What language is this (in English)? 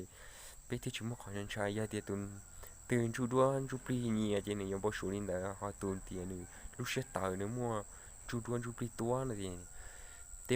Hmong